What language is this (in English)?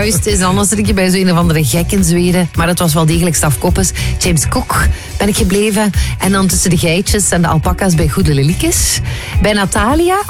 Dutch